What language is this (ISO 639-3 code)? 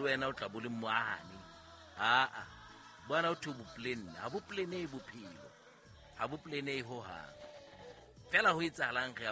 sot